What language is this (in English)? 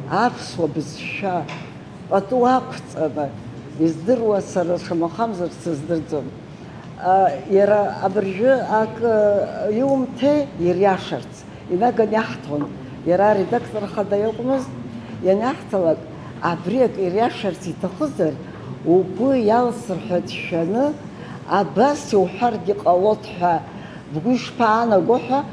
Abkhazian